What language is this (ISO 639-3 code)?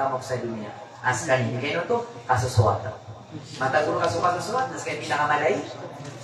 mrw